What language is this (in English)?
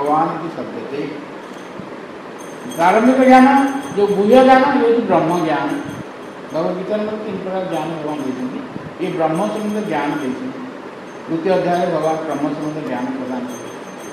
Odia